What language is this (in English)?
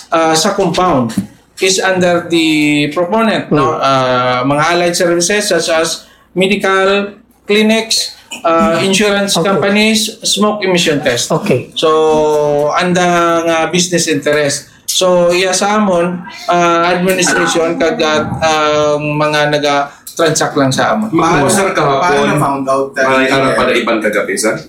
Hiligaynon